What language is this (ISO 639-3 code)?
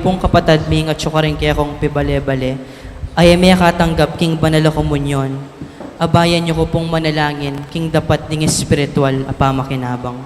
pam